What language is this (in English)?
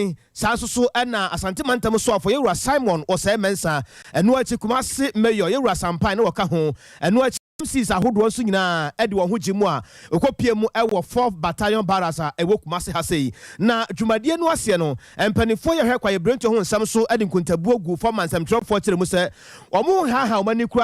Akan